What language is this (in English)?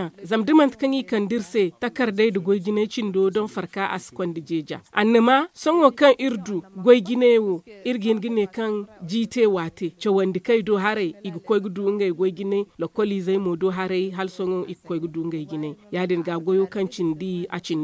Zarma